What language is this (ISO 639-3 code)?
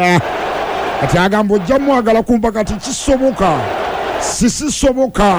lug